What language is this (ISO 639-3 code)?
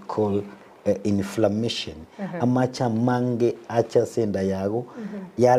guz